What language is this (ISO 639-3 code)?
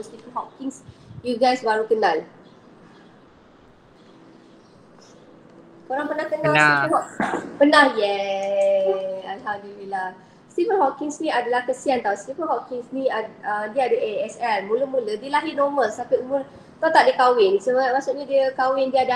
msa